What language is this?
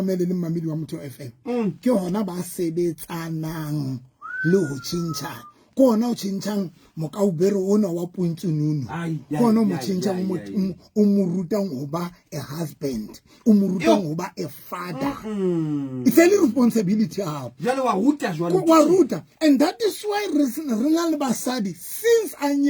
Southern Sotho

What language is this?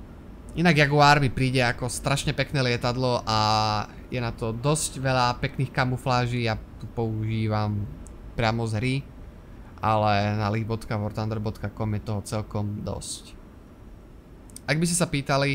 Slovak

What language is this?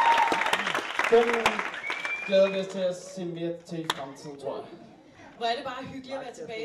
Danish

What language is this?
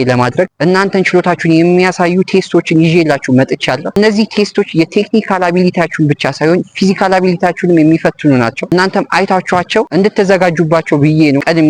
Amharic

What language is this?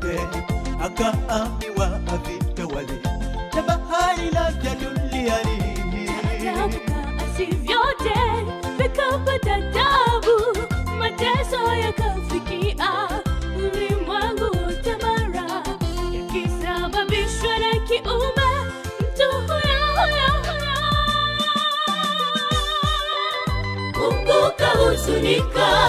Swahili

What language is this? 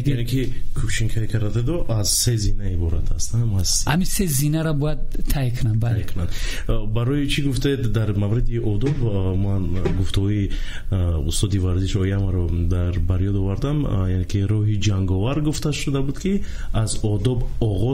Tajik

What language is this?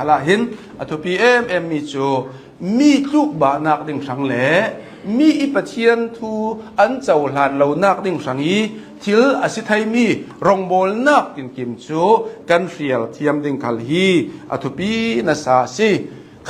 Hakha Chin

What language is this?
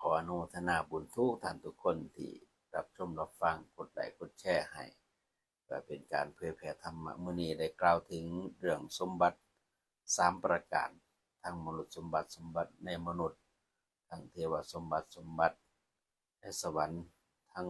Lao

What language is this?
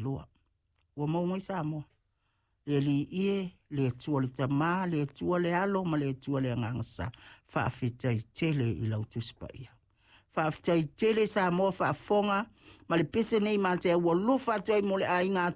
Samoan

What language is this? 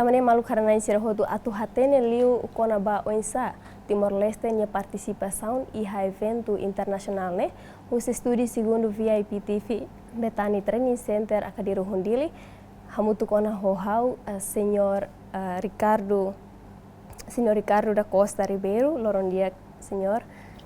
Tetum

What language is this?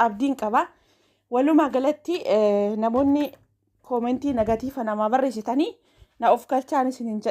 Oromo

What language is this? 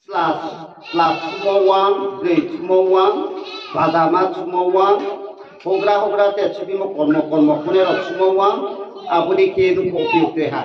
Riang (India)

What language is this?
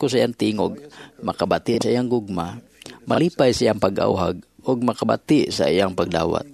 Cebuano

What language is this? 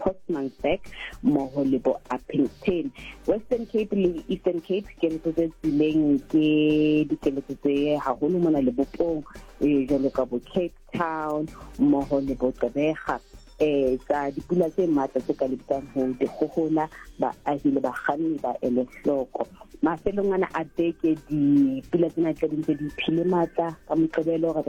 Southern Sotho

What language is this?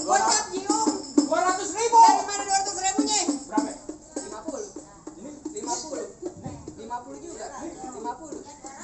Betawi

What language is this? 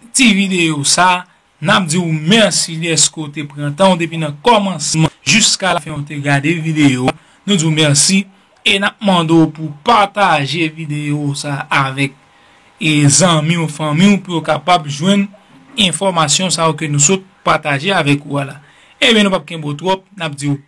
Haitian Creole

